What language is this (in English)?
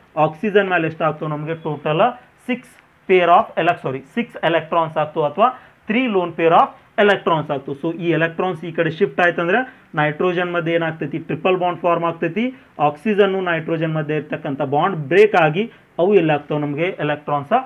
Kannada